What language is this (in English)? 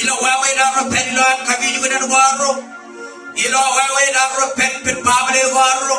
Marshallese